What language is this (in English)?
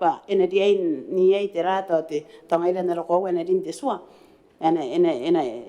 Gilbertese